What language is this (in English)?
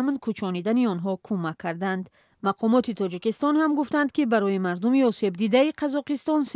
Tajik